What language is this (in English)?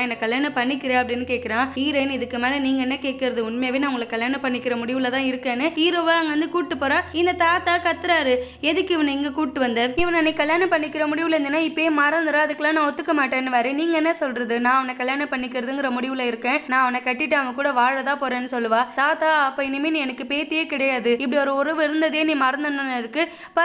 Tamil